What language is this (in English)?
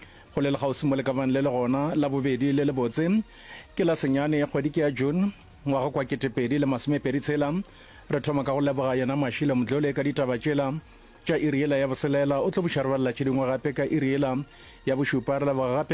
Northern Sotho